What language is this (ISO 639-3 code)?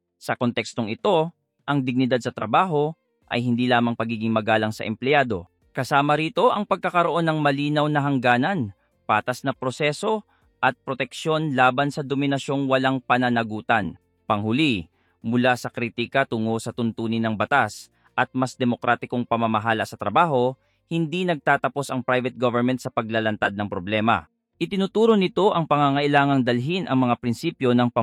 fil